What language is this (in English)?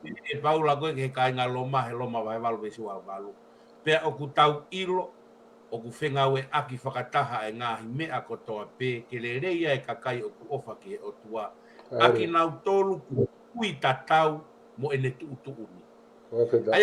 Tongan